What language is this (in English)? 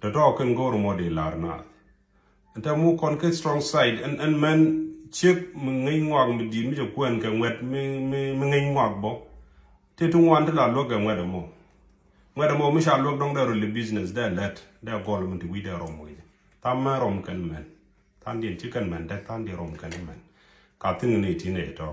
Nuer